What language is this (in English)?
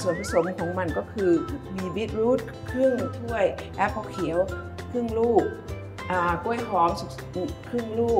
Thai